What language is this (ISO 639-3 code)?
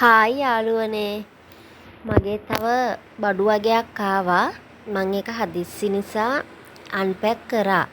sin